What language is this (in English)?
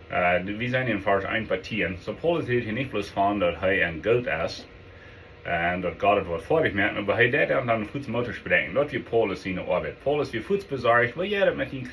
Plautdietsch